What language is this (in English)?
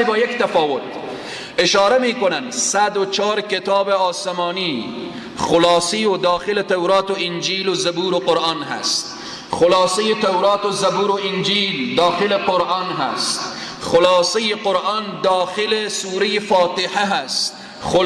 Persian